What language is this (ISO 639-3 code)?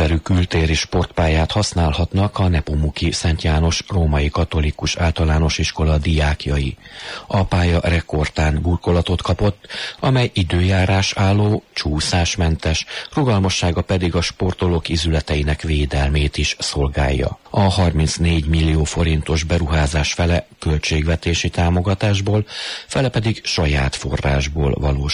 hun